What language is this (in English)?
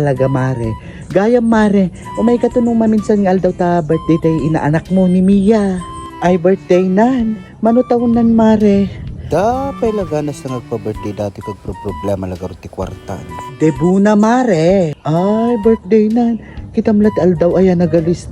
Iloko